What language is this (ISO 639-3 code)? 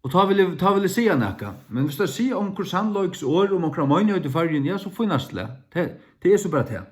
fao